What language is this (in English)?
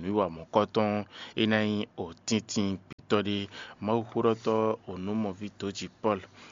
Fon